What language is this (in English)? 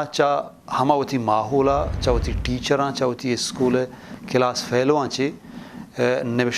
Eastern Balochi